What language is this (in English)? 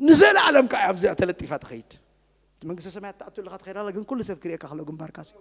Tigrinya